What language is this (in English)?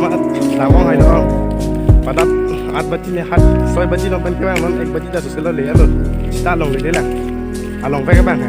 Karbi